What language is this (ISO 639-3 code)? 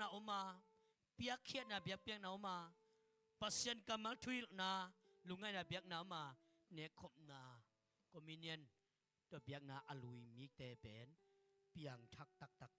ctd